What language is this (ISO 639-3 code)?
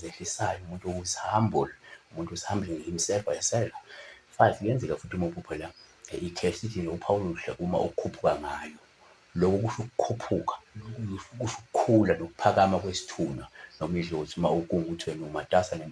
zul